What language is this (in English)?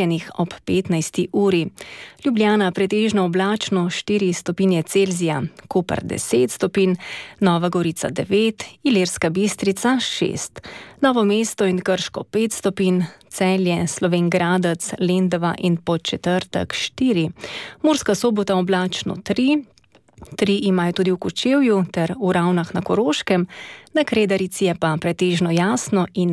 Slovenian